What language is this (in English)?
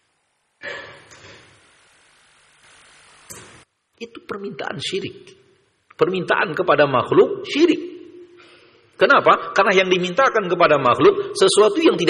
Indonesian